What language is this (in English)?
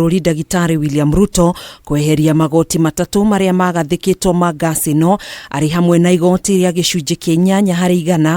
Kikuyu